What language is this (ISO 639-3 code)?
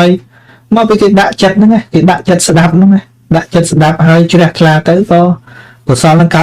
khm